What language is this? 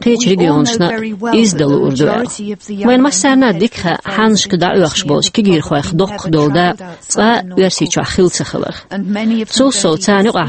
Chechen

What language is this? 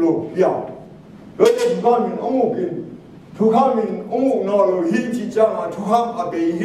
Tedim Chin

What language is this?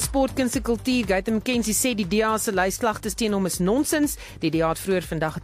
Afrikaans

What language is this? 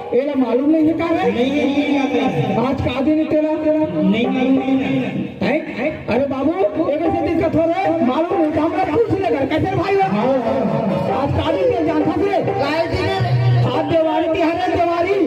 Chhattisgarhi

